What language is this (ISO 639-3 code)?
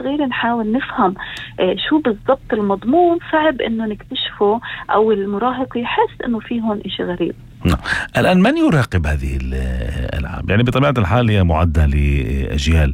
apc